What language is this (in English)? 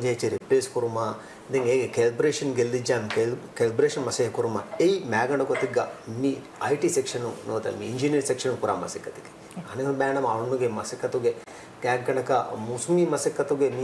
Divehi